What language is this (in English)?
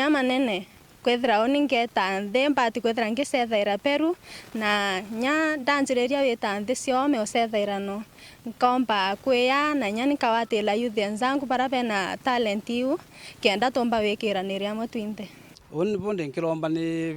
Meru